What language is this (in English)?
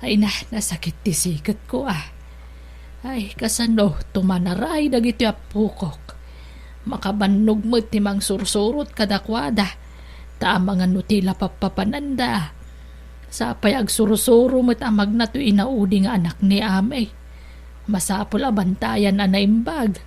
Iloko